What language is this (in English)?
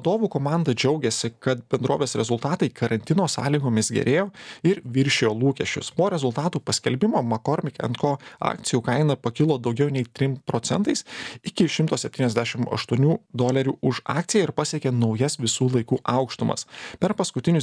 Lithuanian